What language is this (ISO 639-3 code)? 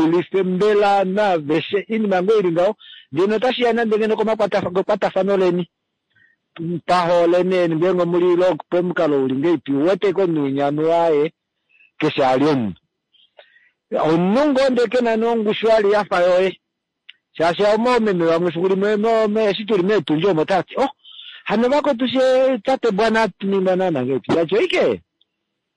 swa